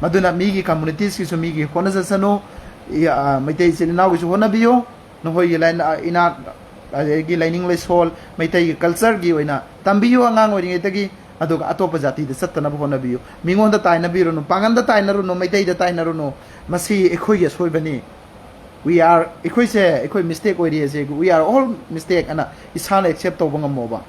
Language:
Manipuri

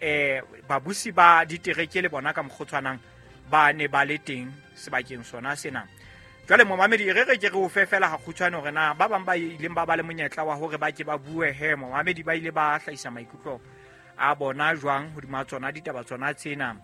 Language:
Southern Sotho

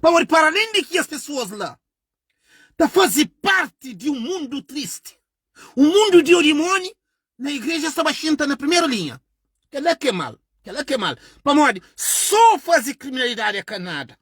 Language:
Kabuverdianu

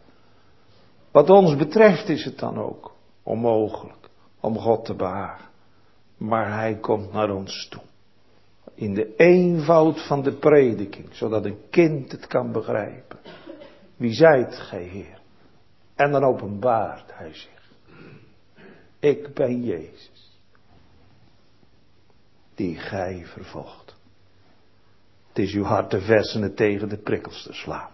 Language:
Dutch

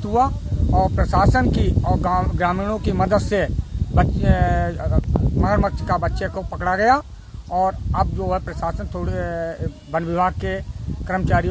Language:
Hindi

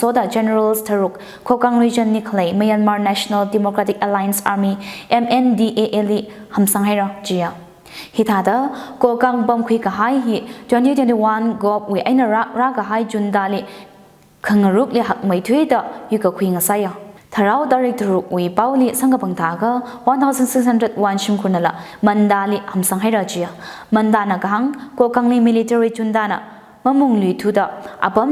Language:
Tangkhul Naga (India)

